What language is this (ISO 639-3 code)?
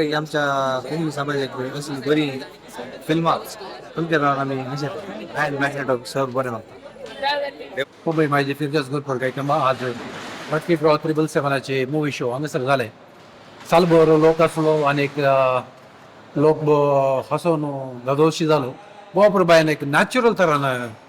kok